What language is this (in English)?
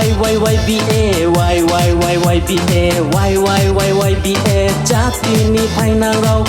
Riang (India)